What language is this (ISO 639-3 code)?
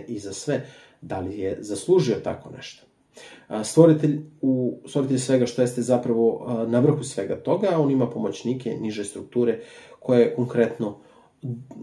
srp